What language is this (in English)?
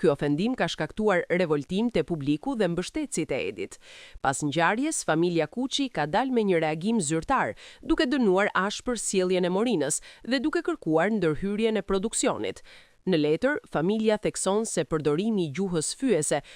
Albanian